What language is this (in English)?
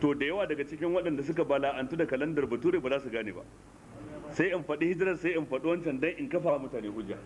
Hausa